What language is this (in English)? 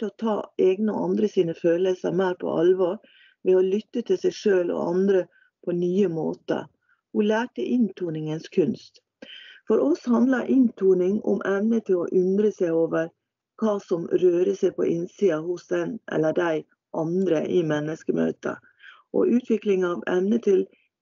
Norwegian